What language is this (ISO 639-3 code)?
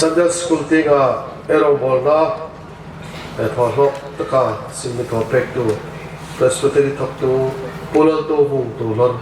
hmr